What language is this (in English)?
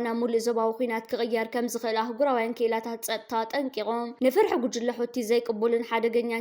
Tigrinya